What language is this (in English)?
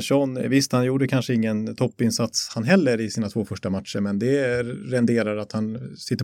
Swedish